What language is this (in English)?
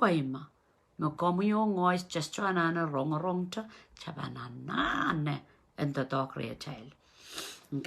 Pohnpeian